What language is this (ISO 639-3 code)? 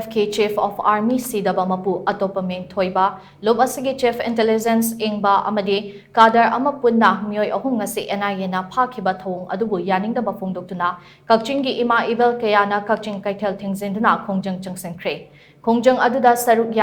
mni